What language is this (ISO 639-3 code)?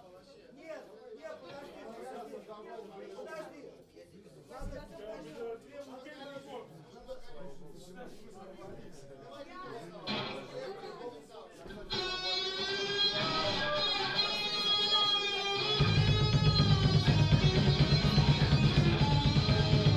rus